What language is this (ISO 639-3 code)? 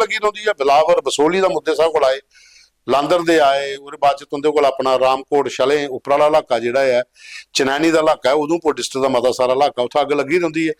doi